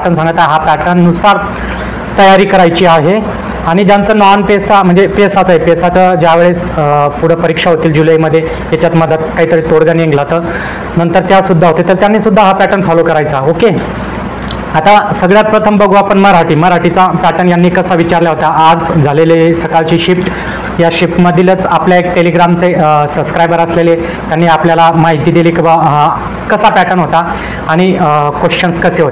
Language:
Marathi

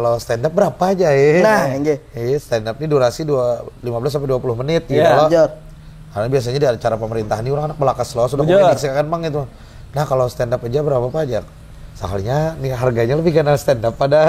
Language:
Banjar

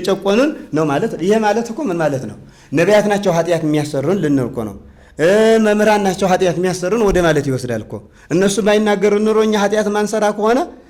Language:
Amharic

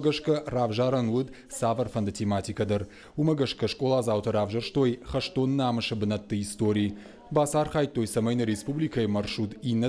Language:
Ossetic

